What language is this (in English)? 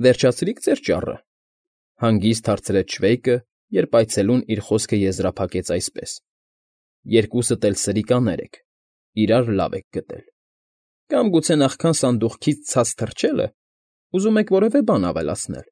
Armenian